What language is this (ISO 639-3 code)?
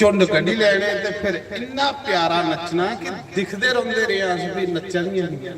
doi